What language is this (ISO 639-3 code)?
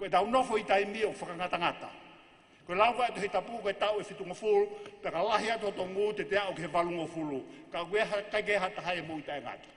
ton